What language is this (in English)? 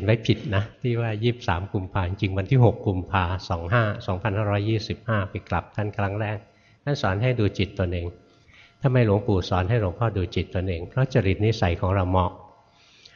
Thai